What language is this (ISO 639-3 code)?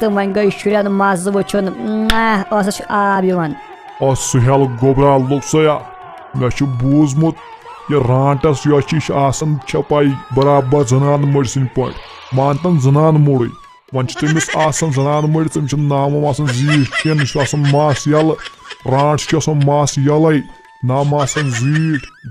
kas